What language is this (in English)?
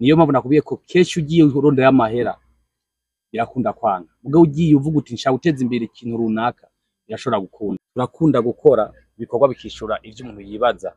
Rundi